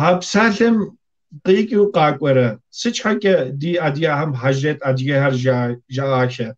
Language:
Kabardian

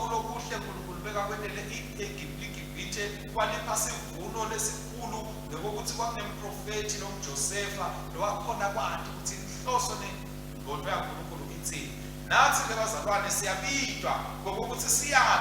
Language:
Swati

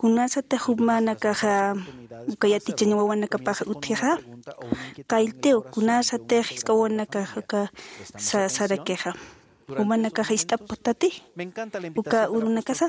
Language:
Aymara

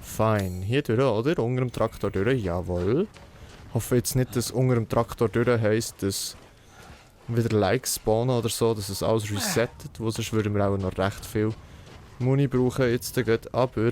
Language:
Swiss German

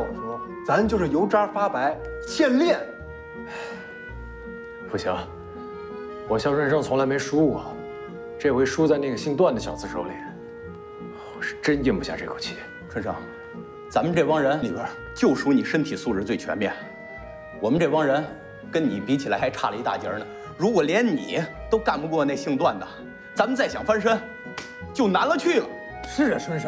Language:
Chinese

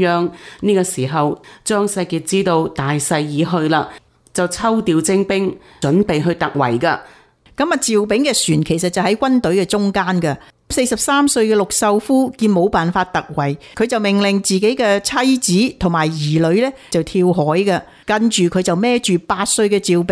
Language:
Cantonese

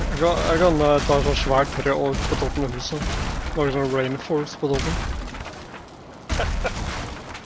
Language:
Norwegian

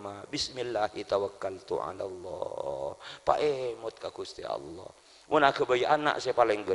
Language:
Madurese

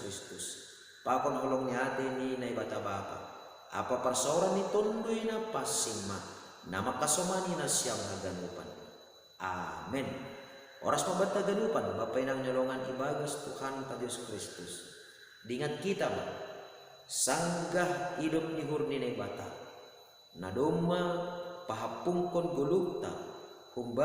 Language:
Batak Simalungun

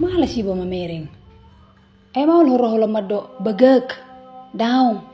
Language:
Batak Toba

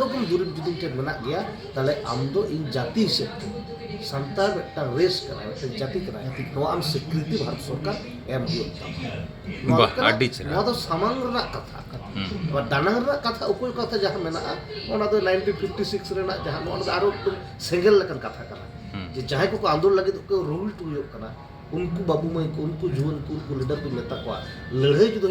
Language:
Santali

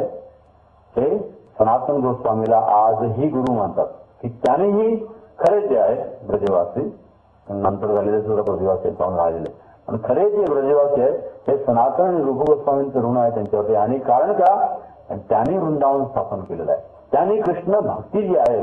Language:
Marathi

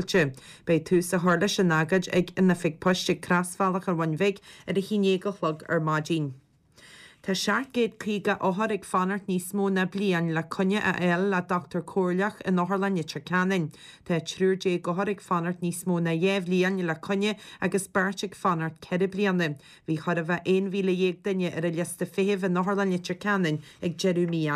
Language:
Irish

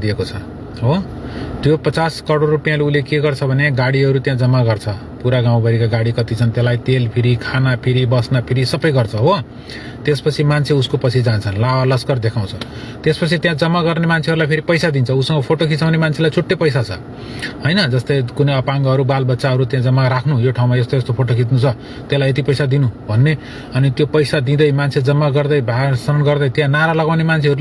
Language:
Nepali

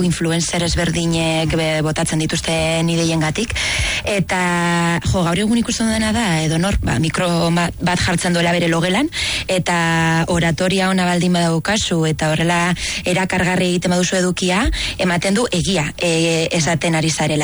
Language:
Basque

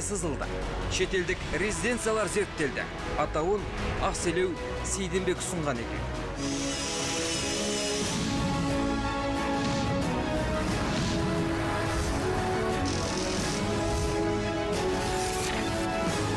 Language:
Kazakh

